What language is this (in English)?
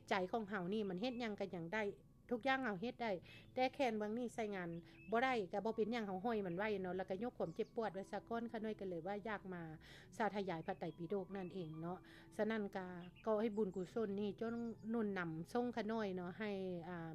Lao